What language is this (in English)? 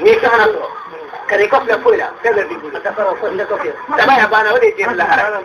Bambara